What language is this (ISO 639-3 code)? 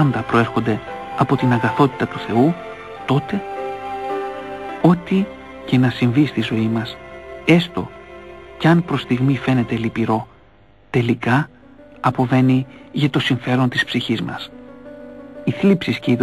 ell